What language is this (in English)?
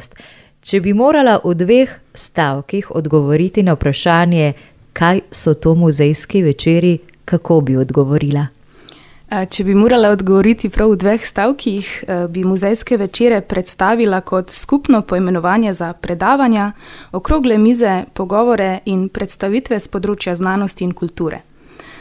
Slovenian